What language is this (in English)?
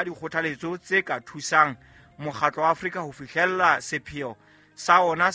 Southern Sotho